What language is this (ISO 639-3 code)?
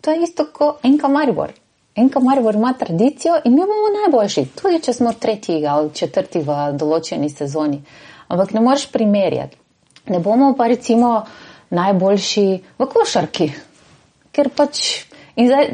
slv